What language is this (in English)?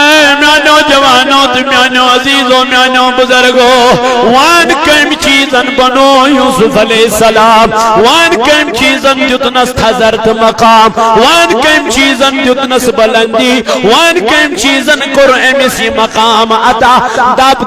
Kashmiri